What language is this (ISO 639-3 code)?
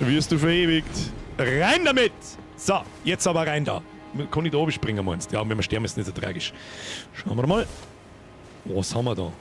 bar